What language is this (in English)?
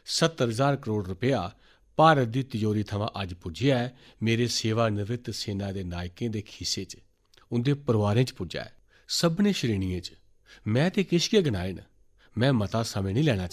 Dogri